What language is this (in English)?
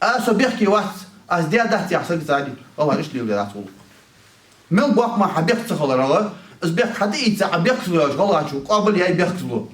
Ingush